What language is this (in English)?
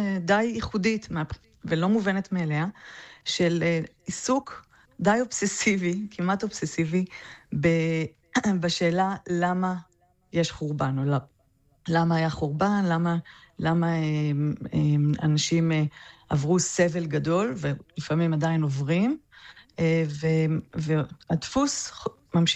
Hebrew